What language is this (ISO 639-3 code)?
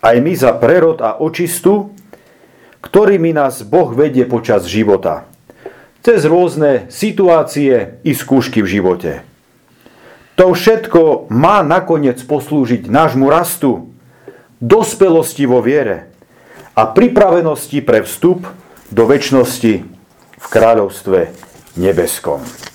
slk